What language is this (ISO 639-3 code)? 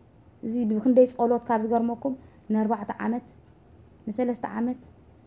tir